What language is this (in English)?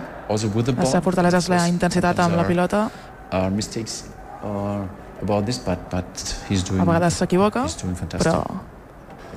Catalan